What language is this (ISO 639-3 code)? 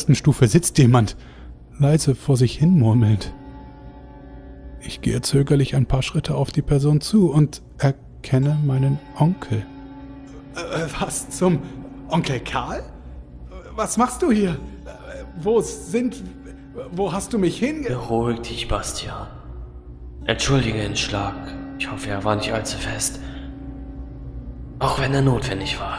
deu